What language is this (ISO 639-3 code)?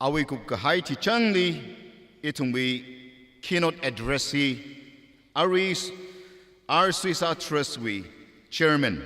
nmf